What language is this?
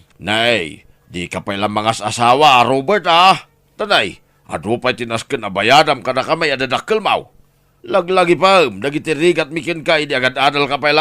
Iloko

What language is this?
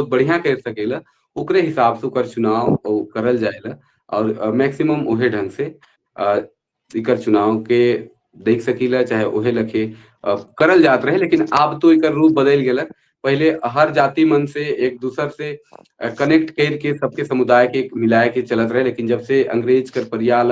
Sadri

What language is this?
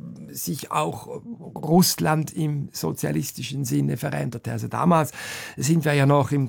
German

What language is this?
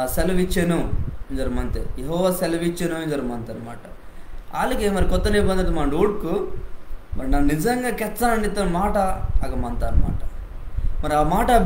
Koya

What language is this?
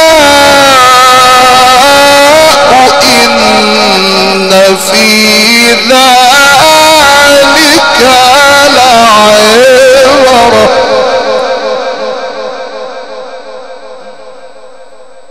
Arabic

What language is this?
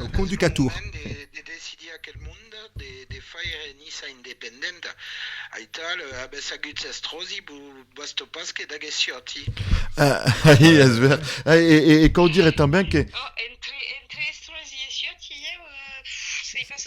Occitan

